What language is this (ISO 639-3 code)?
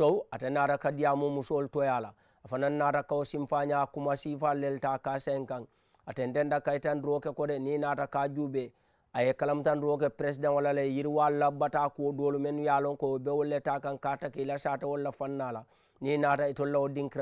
man